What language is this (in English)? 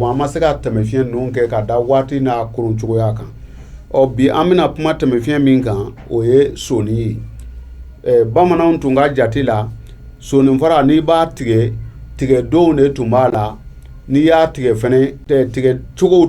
Bambara